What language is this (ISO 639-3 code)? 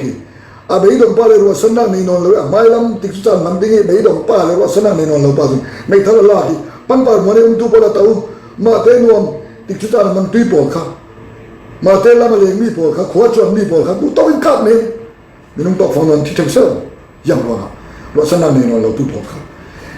cfm